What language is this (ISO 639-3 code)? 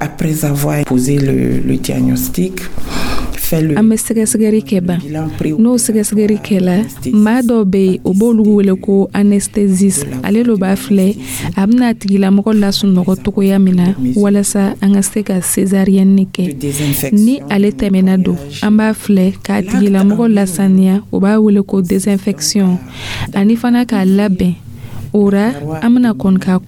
dyu